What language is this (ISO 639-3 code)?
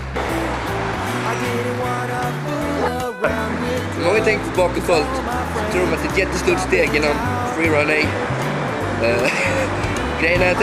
swe